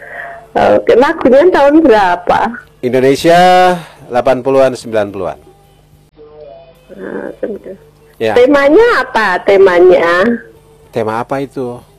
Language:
Indonesian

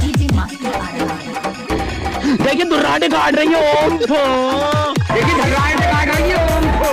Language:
Chhattisgarhi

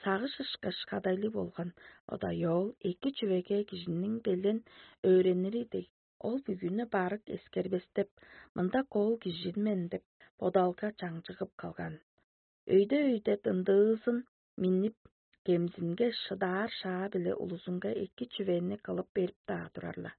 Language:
Tuvinian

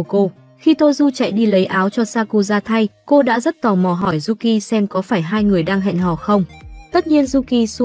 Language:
Vietnamese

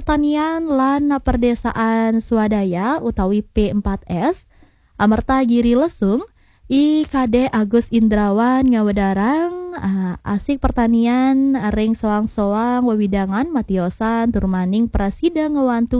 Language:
Balinese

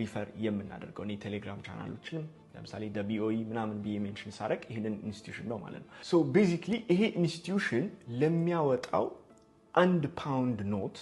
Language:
Amharic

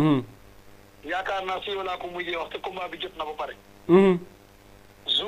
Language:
Wolof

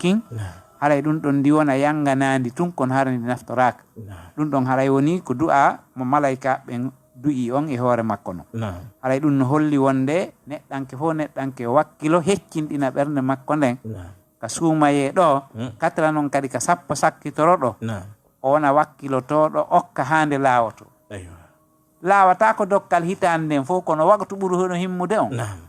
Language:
Fula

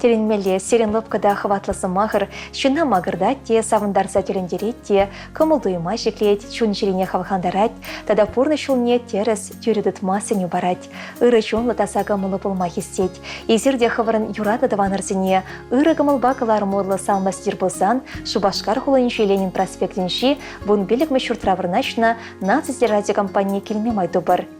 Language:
Chuvash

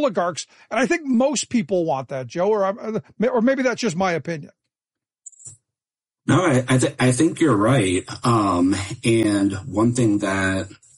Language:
English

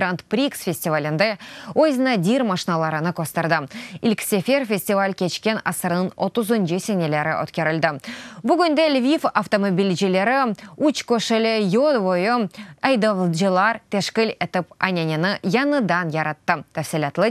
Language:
Crimean Tatar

